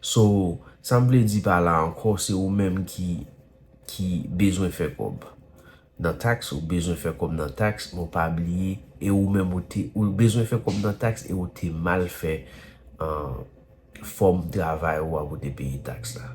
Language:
Haitian Creole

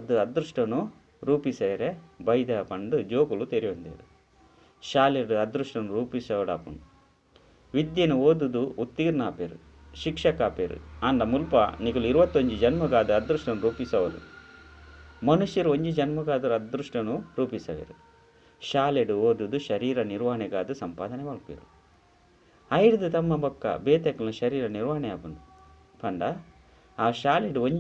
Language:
Tulu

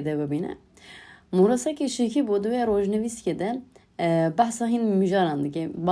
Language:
Kurdish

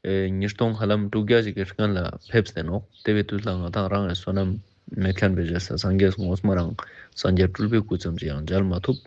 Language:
Ladakhi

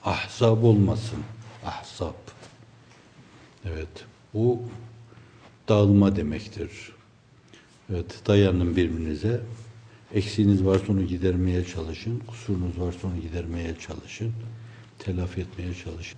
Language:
Turkish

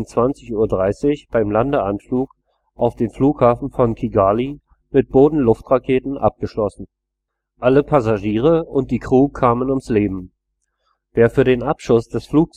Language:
German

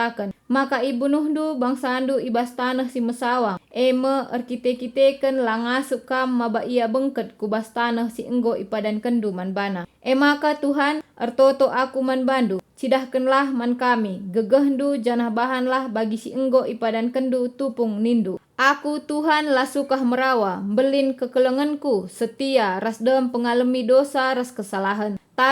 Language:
Batak Karo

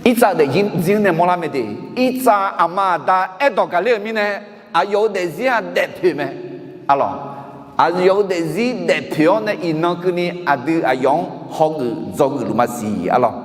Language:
Akha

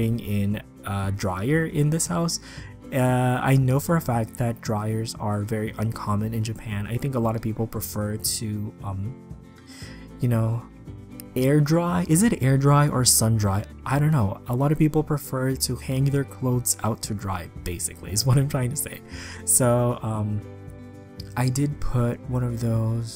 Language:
English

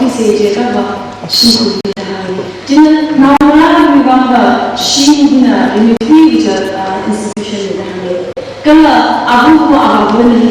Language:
Tangkhul Naga (India)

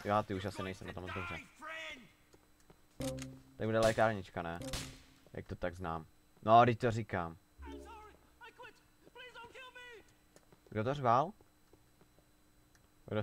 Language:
Czech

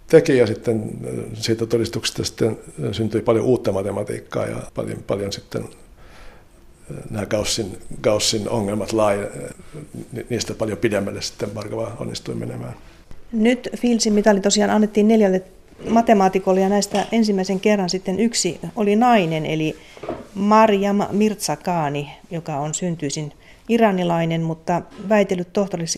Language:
Finnish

